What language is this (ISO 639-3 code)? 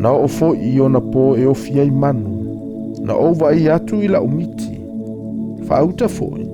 smo